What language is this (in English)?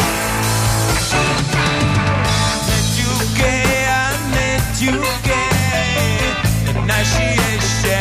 Czech